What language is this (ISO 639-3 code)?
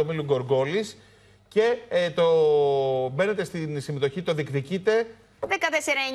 ell